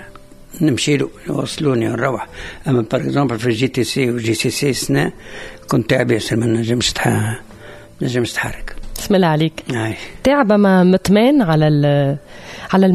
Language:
Tunisian Arabic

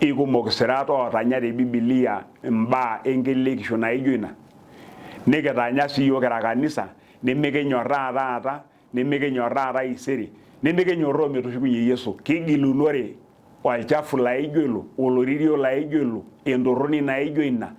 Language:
Masai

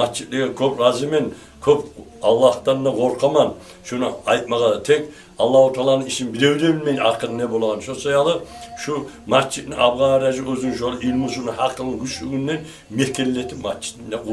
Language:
Kumyk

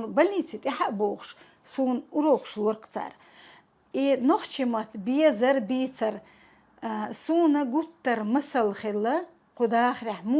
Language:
Chechen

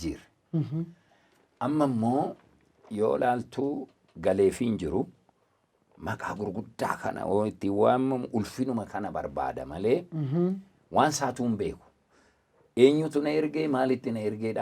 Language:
Oromo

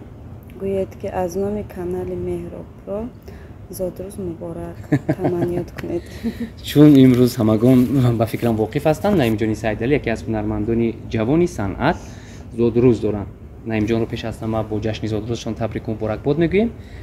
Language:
Tajik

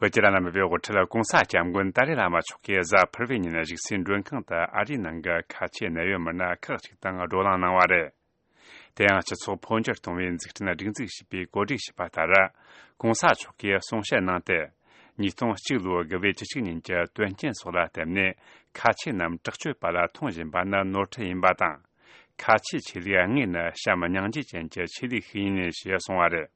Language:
Tibetan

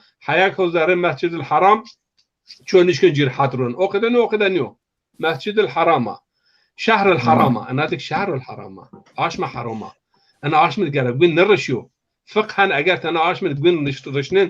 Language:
Zaza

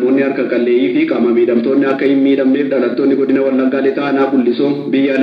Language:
Oromo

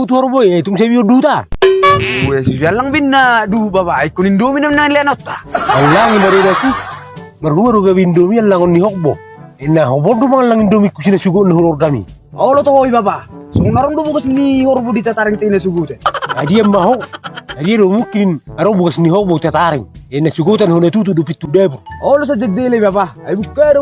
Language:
Batak Toba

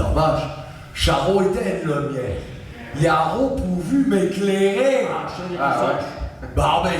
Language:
Picard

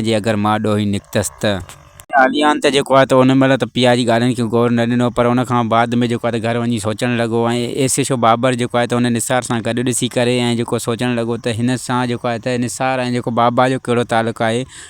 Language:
Sindhi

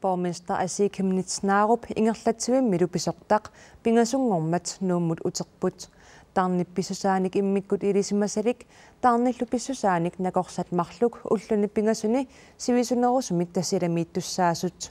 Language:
Kalaallisut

